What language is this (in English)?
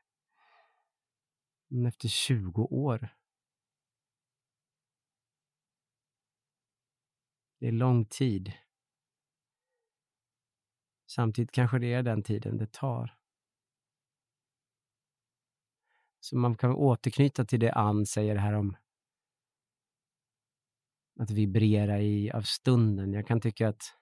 Swedish